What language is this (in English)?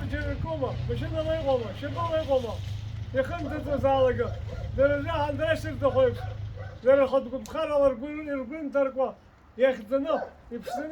Abkhazian